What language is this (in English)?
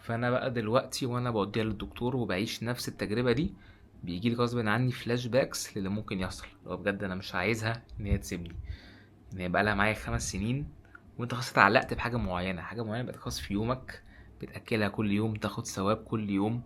Egyptian Arabic